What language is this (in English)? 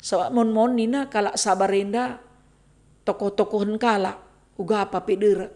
Batak Karo